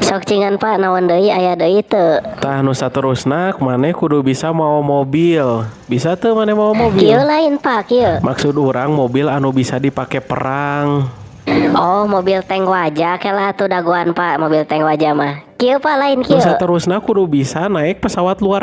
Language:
Sundanese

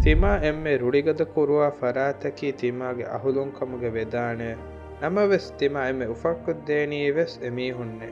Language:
Divehi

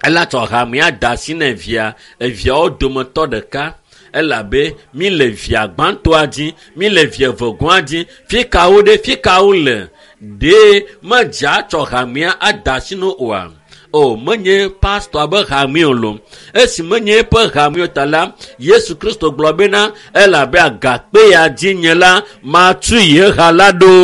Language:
Ewe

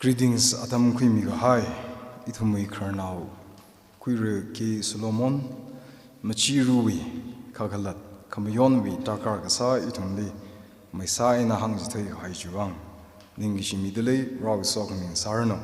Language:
Tangkhul Naga (India)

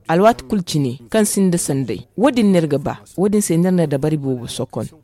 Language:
Zarma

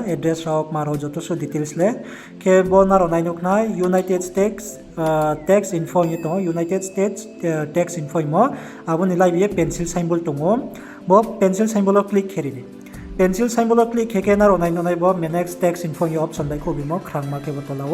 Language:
Riang (India)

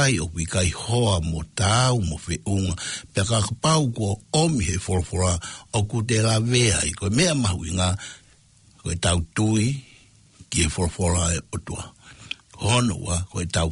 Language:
Tongan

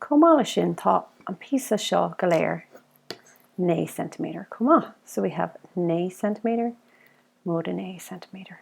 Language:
Irish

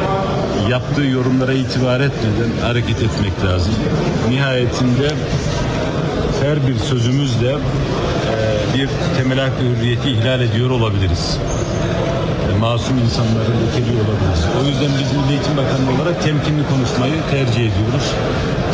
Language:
Turkish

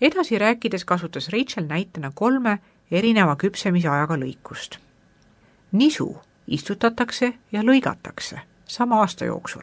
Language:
Estonian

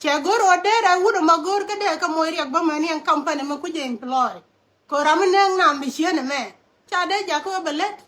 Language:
Nuer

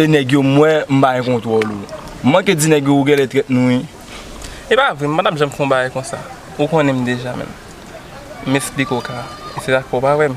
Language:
Haitian Creole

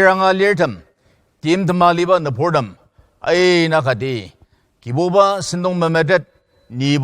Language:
Ao Naga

